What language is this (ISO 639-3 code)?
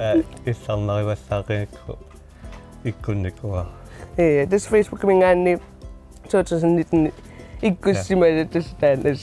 kal